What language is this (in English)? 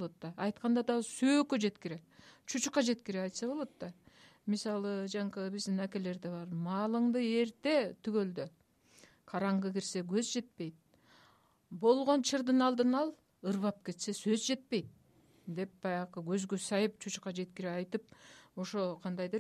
Kyrgyz